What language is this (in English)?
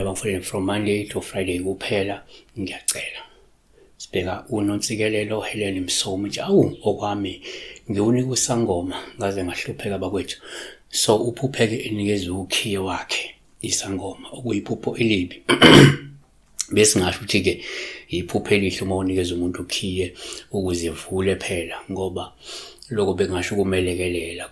Zulu